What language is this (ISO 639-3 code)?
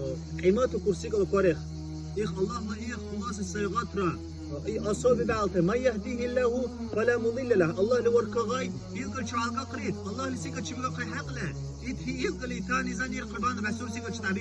dar